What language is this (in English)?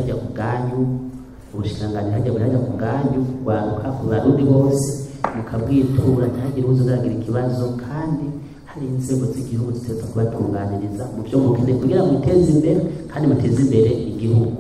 Rundi